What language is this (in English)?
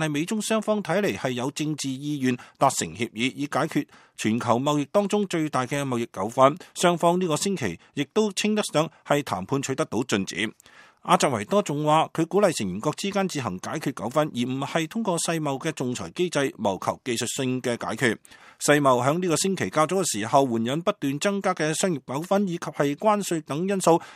Cantonese